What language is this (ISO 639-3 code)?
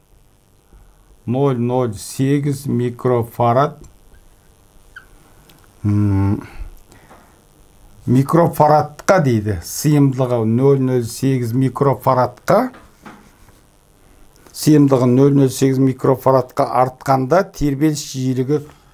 kaz